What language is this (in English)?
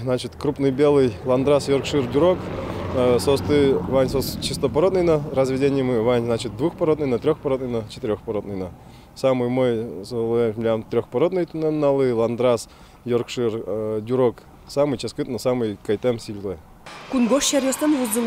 Udmurt